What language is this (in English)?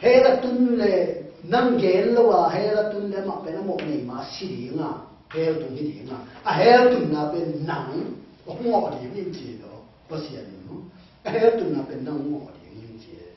Tedim Chin